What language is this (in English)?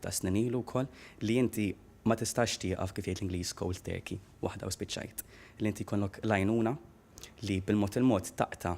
Maltese